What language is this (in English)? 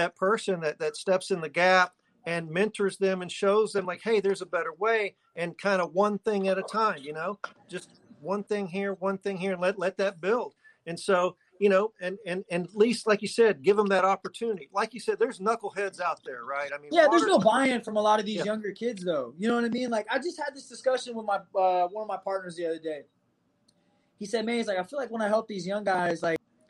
English